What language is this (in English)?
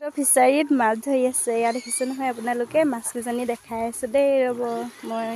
Assamese